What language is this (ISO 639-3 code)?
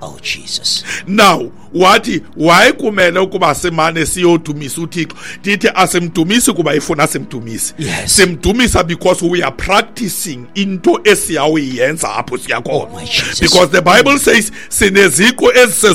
xho